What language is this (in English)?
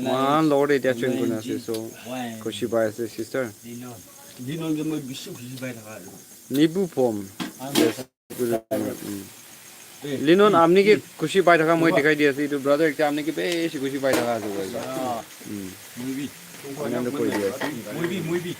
Naga Pidgin